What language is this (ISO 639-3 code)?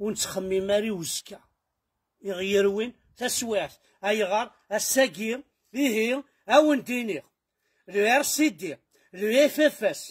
kab